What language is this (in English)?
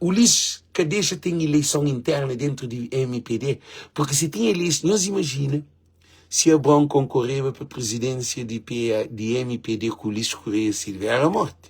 Kabuverdianu